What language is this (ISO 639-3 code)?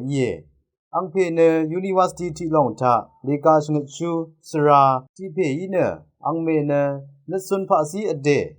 raw